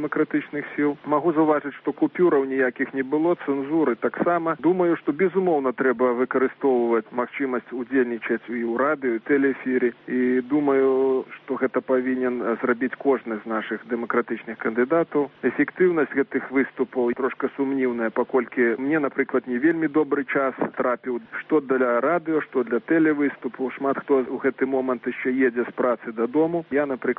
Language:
Belarusian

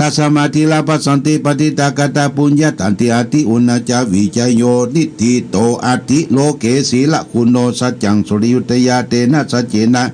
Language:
Pali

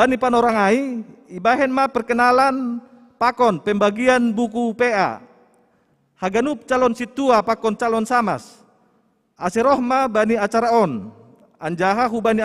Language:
Batak Simalungun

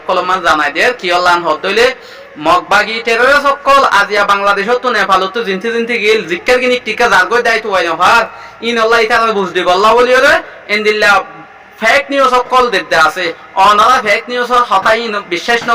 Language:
Rohingya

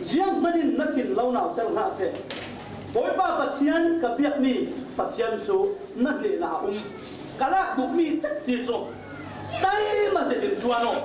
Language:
Falam Chin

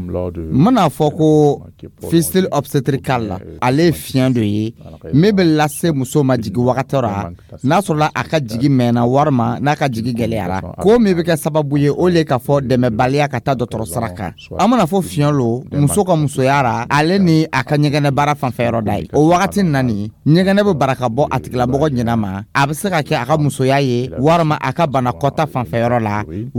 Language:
Dyula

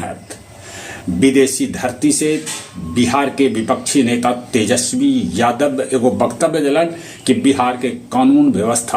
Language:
Magahi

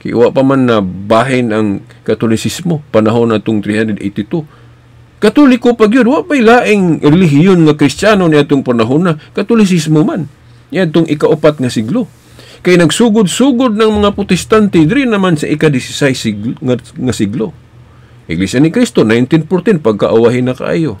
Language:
Cebuano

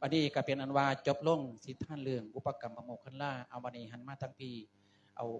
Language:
Lao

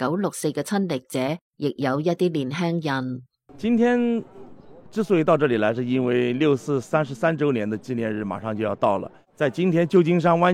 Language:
Cantonese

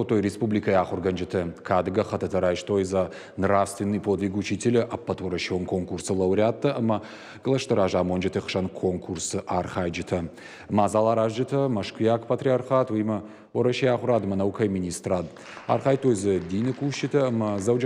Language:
Ossetic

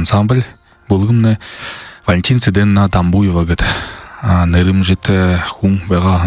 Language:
Buriat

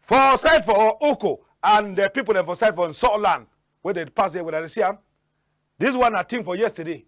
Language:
Cameroon Pidgin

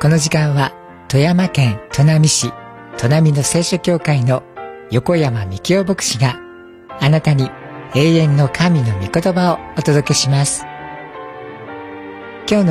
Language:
Japanese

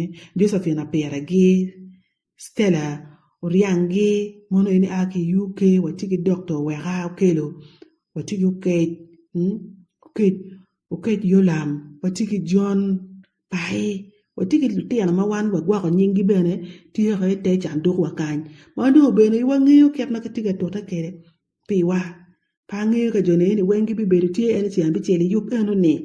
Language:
Acoli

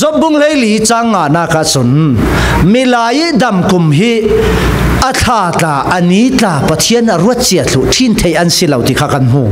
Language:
Falam Chin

